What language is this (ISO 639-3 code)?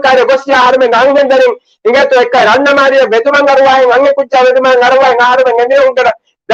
div